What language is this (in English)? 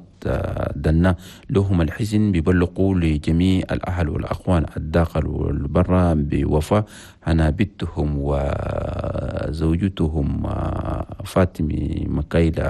Chadian Arabic